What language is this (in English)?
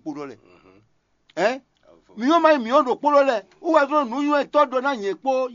Fon